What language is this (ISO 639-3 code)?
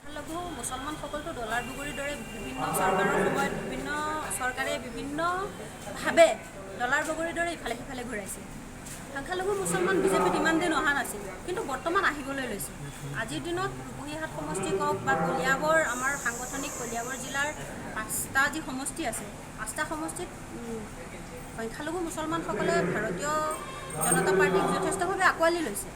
asm